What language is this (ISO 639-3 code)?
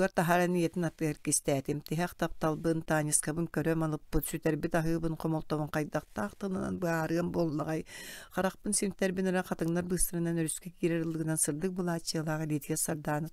sah